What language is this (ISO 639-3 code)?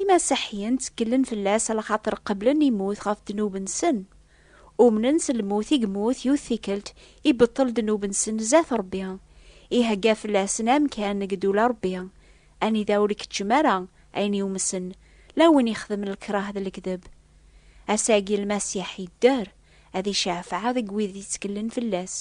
kab